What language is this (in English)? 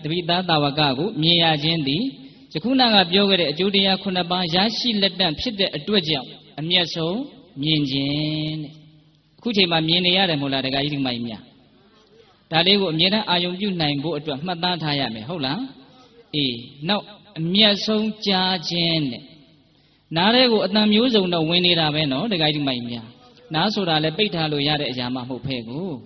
Burmese